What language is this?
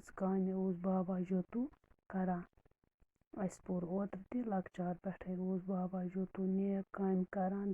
Kashmiri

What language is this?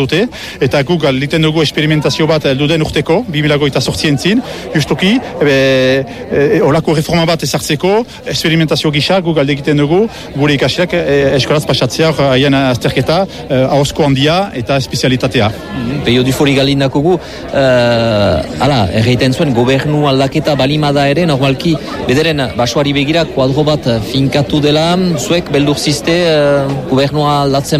Basque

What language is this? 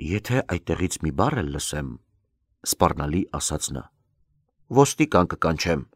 Armenian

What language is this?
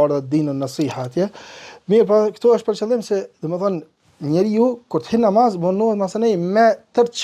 Albanian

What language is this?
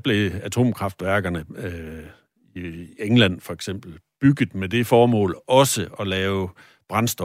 Danish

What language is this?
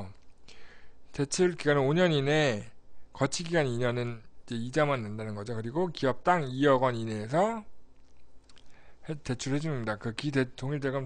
Korean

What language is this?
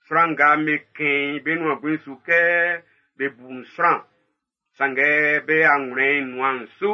Baoulé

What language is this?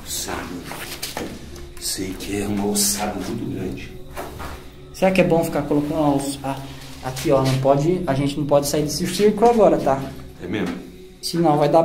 Portuguese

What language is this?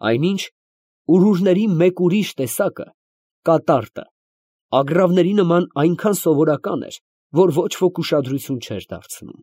Armenian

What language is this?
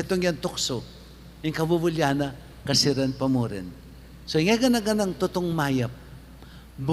Pampanga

